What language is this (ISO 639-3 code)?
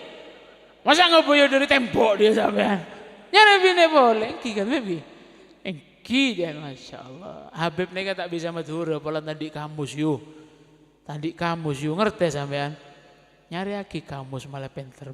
mad